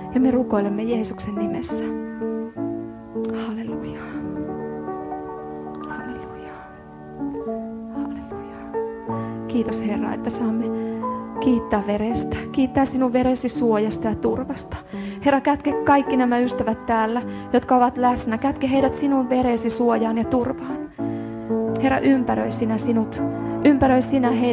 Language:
Finnish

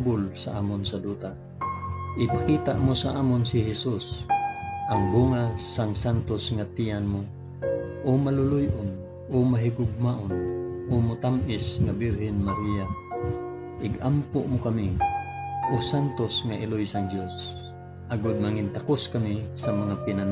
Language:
Hiligaynon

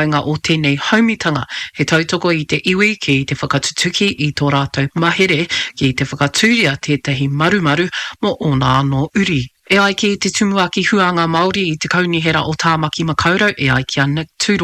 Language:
Māori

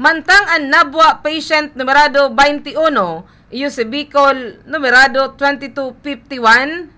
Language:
Bikol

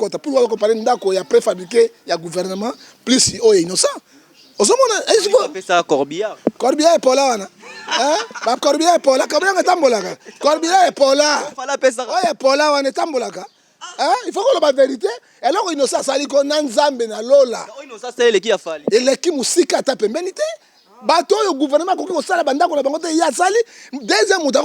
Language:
Lingala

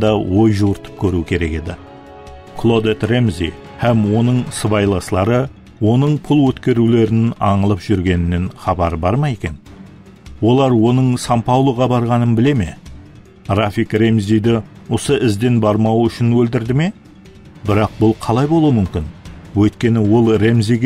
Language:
Kara-Kalpak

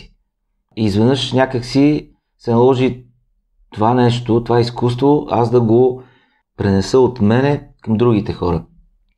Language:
Bulgarian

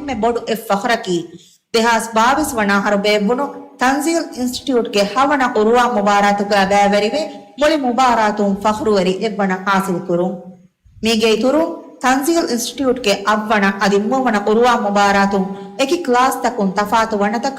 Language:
Divehi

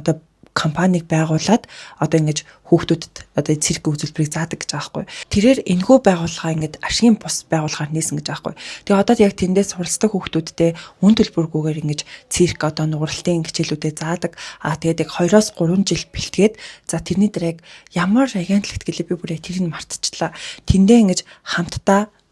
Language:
Mongolian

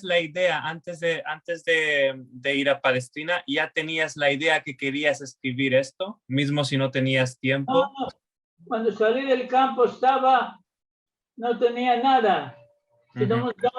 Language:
Ladino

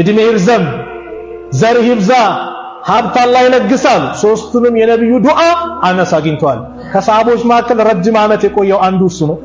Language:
Amharic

